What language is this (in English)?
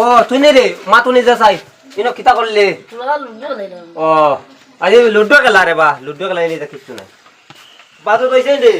Sylheti